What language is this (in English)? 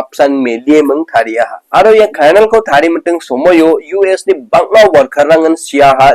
Garo